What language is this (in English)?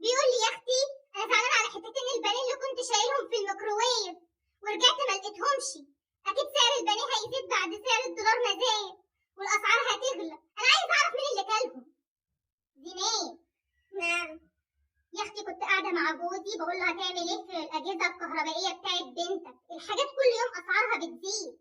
Egyptian Arabic